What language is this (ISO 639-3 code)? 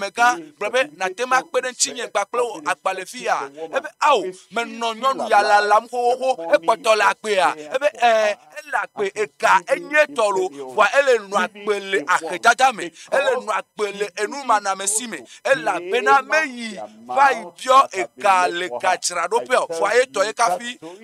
ewe